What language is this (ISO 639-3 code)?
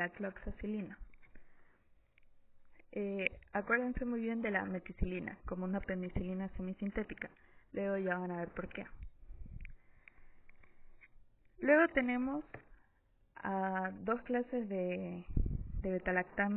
spa